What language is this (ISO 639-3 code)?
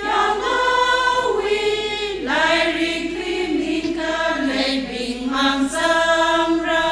nmf